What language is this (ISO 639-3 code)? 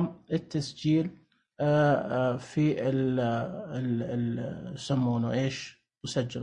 ars